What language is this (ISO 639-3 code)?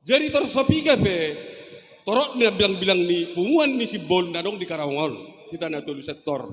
bbc